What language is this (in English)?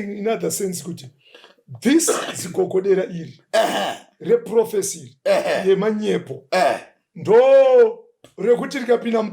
Shona